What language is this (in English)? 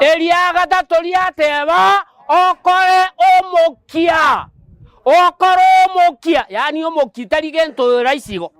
Gusii